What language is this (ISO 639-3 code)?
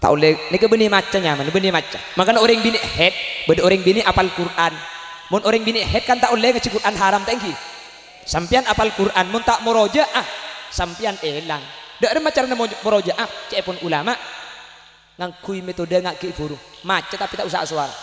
mad